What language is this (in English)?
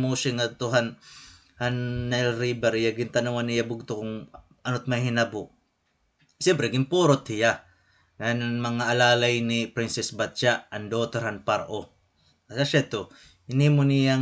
Waray